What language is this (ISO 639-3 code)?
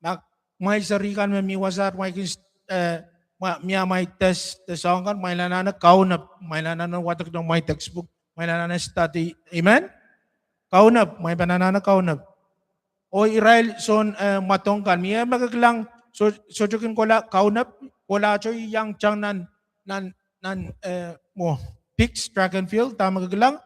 pon